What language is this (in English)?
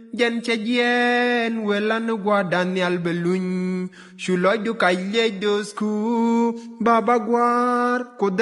Nuer